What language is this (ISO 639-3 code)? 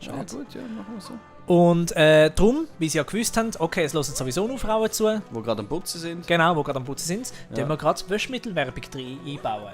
gsw